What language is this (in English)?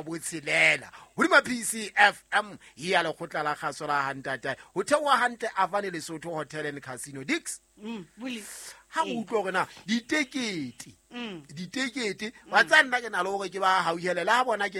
Southern Sotho